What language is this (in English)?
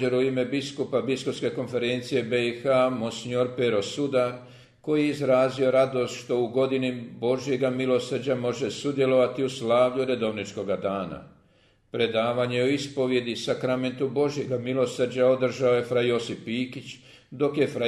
Croatian